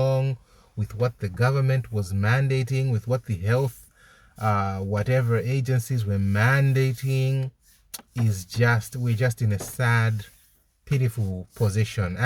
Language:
English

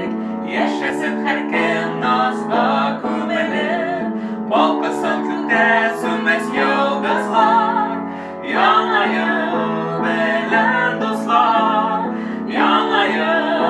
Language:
Tatar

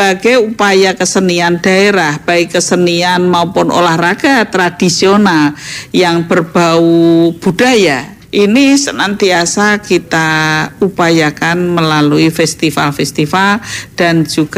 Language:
Indonesian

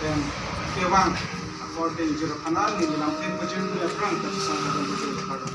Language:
Karbi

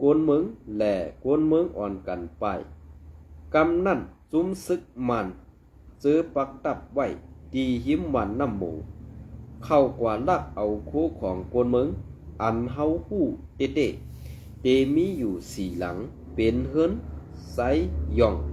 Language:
Shan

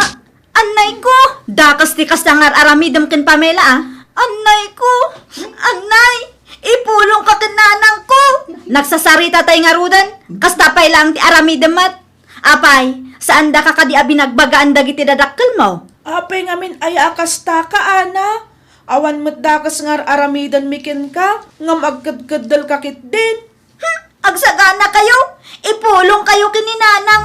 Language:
Iloko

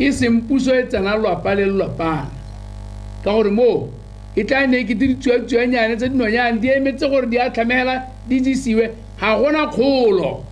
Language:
Tswana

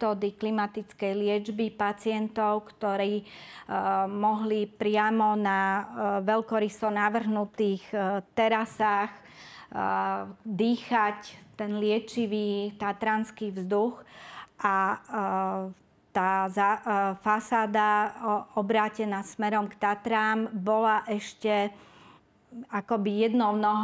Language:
Slovak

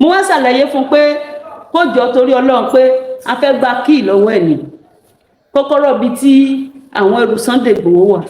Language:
Yoruba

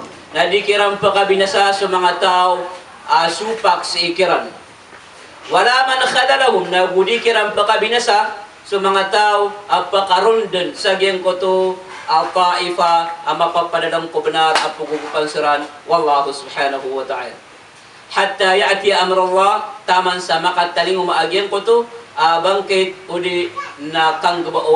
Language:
Maranao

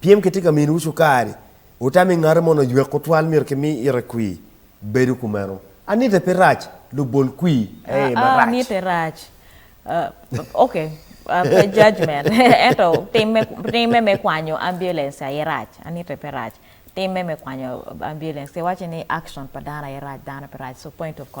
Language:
Acoli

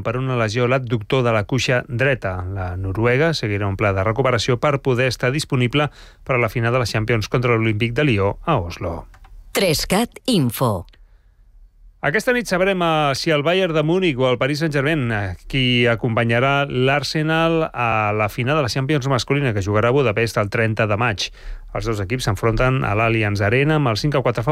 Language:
Catalan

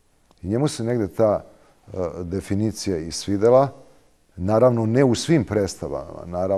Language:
Serbian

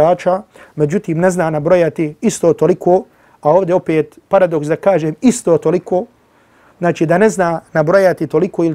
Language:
Bosnian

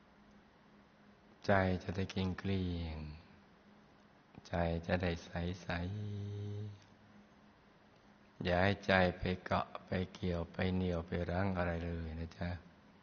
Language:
Thai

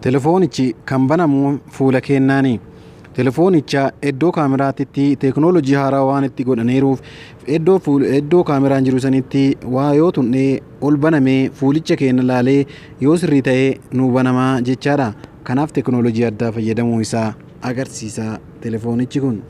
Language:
Oromo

